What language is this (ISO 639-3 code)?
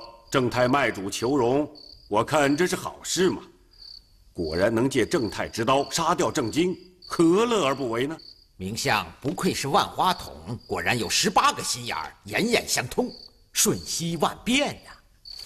zho